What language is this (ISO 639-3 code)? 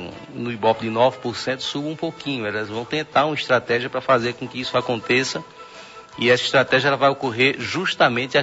por